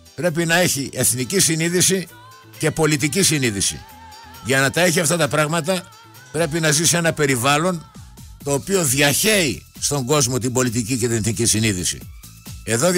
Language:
Greek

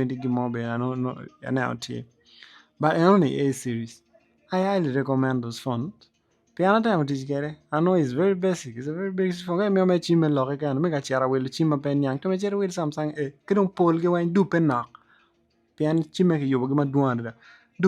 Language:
Acoli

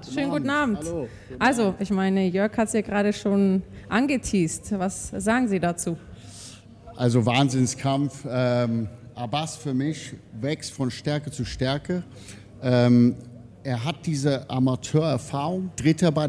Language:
German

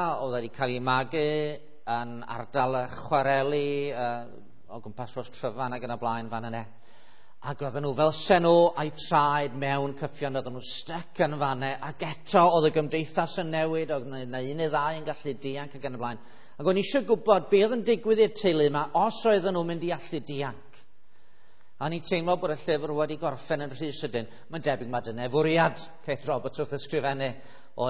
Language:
Welsh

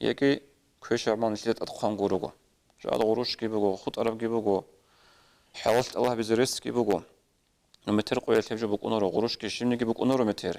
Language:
Avaric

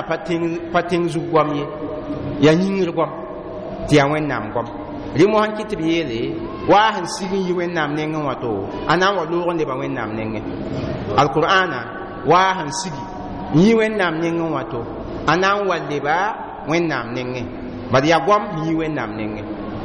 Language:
Mossi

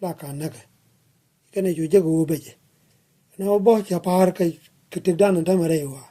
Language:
Nuer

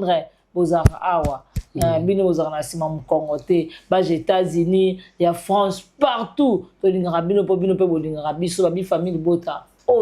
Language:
Lingala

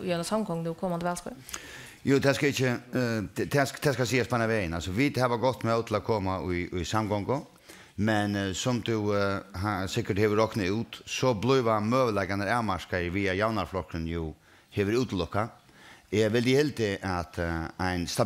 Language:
Faroese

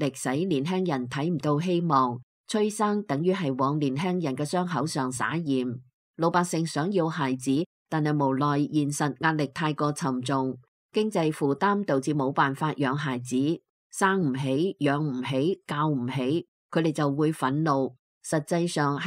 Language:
Cantonese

